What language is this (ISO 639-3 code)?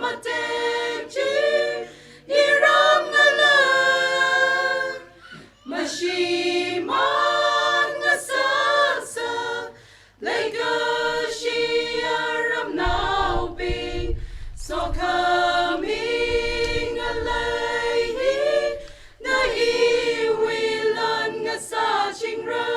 nmf